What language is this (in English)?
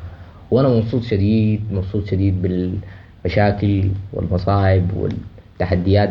Sudanese Arabic